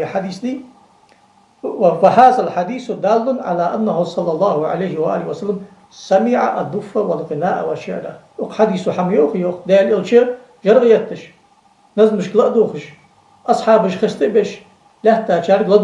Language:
Ingush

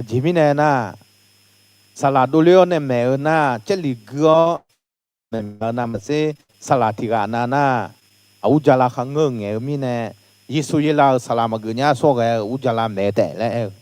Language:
Akha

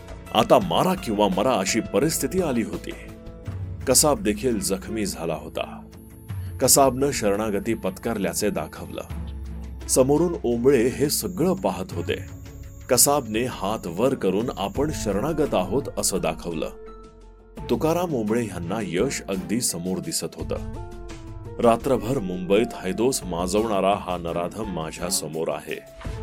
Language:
Marathi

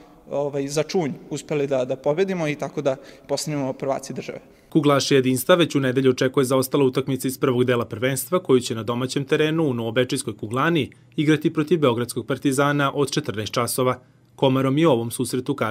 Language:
Serbian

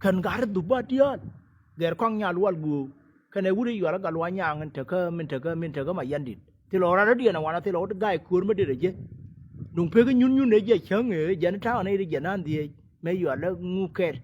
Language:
Nuer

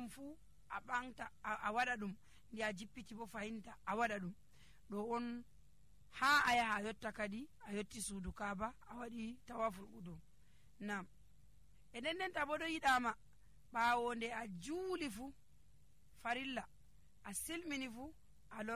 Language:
Nigerian Fulfulde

